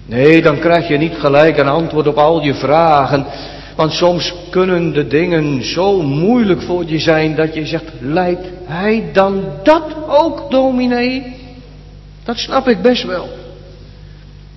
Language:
Dutch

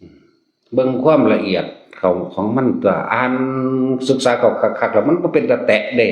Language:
Northeastern Thai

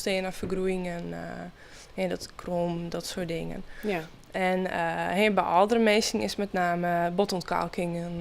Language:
Western Frisian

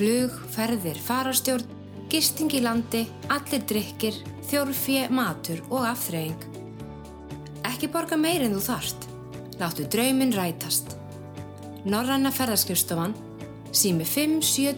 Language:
Icelandic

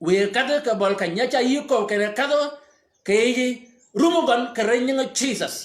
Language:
Shilluk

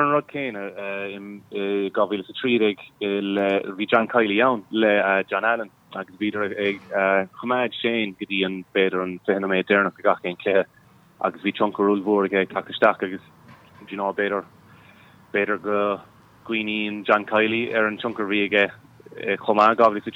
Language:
Irish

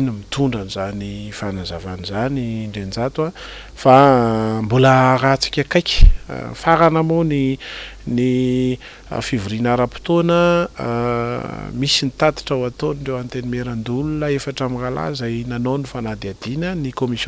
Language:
Malagasy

